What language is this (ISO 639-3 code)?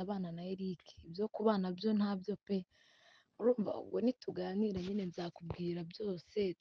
kin